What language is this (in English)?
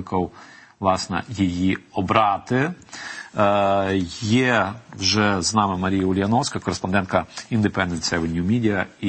Ukrainian